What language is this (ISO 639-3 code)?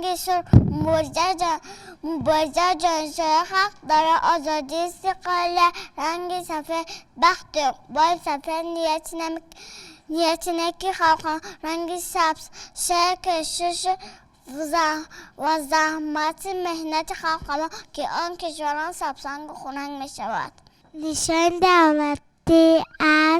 tgk